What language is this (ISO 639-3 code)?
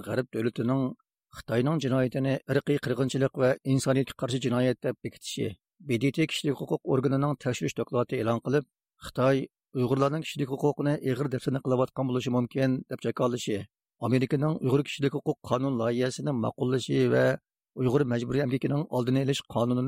uig